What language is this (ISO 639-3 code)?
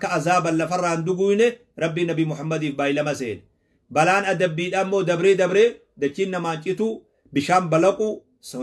orm